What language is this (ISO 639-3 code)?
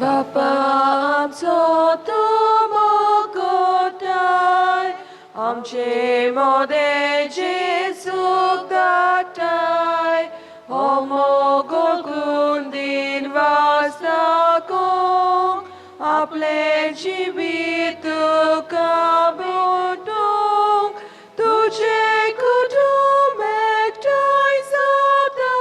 kok